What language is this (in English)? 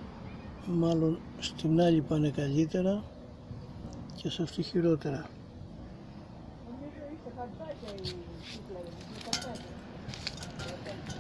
Greek